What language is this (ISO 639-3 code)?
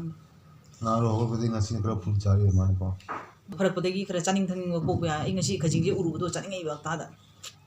mni